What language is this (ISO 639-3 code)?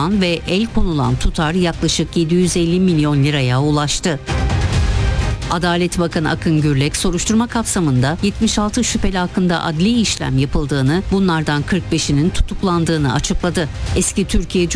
tur